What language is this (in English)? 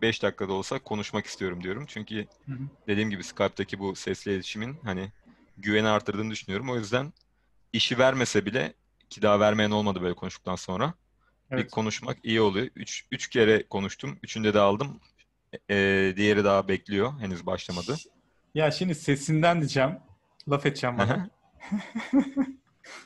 Turkish